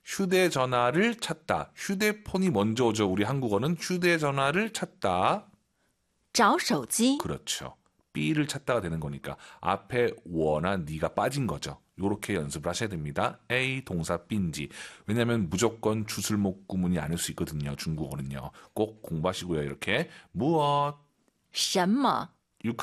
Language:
Korean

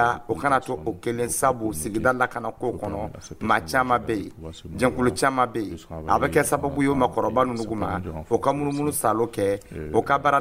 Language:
Dyula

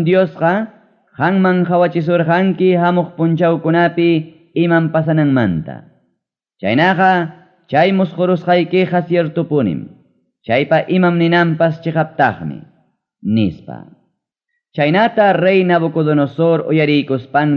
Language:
Ayacucho Quechua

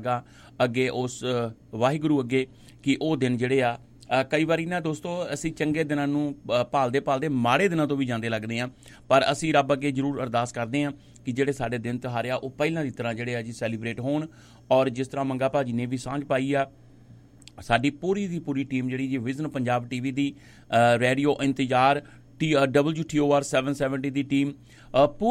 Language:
Punjabi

